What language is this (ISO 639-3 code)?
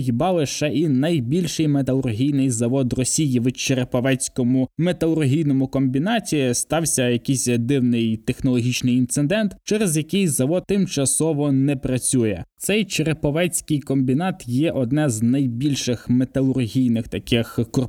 ukr